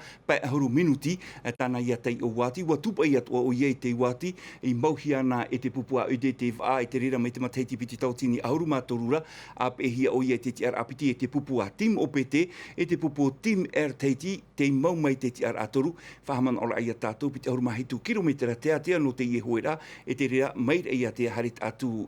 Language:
Tahitian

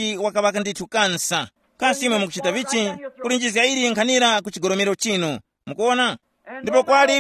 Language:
Tumbuka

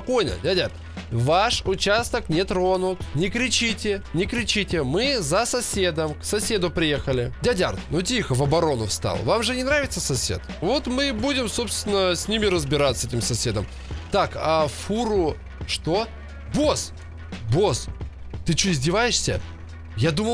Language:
Russian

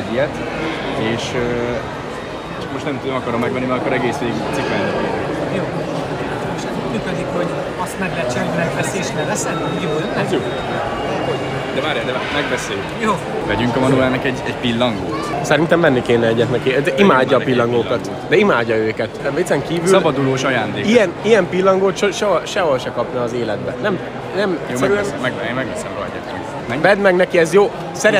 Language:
Hungarian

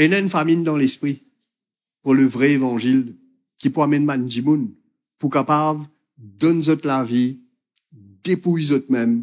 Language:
Morisyen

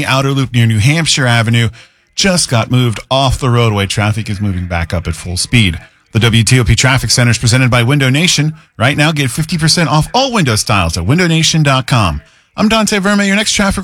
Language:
English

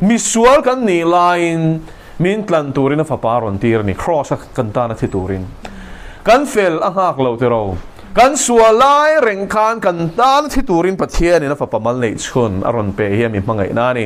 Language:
Mizo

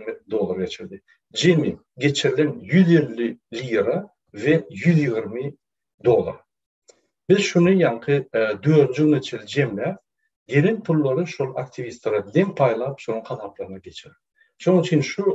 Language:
Turkmen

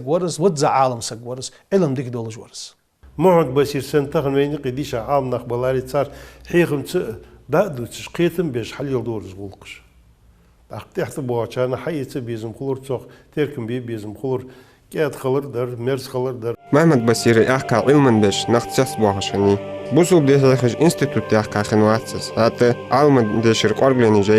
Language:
Ingush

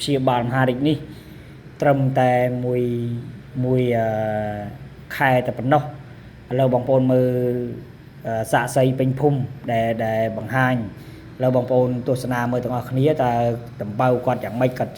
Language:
Khmer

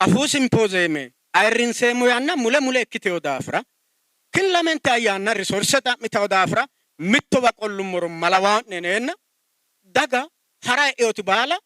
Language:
Sidamo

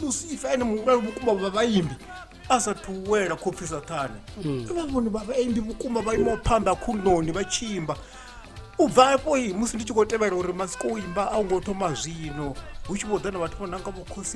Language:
Venda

